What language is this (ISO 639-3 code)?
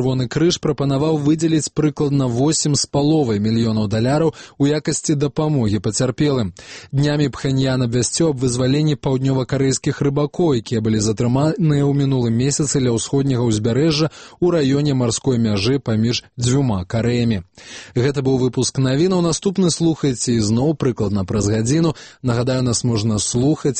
bel